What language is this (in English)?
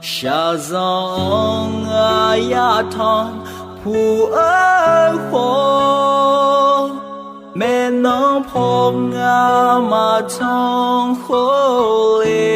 Akha